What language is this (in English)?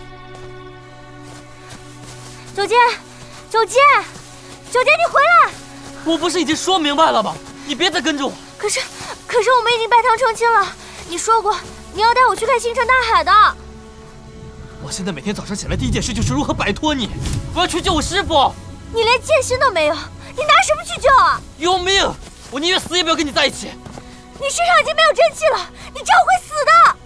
Chinese